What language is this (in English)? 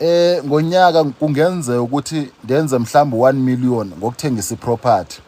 Zulu